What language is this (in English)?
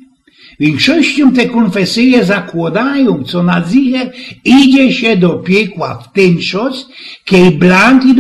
Silesian